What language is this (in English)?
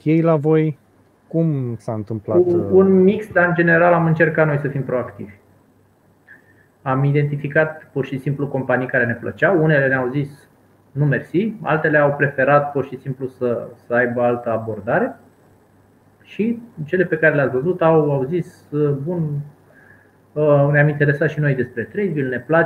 Romanian